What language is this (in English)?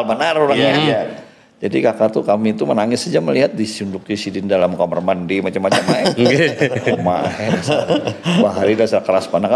Banjar